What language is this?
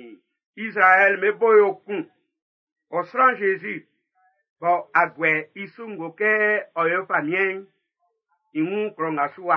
Baoulé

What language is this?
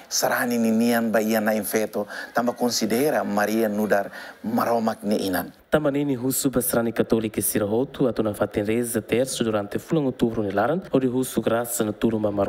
Tetum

